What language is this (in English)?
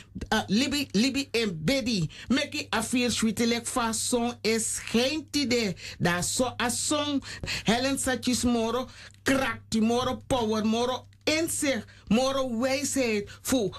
Sranan Tongo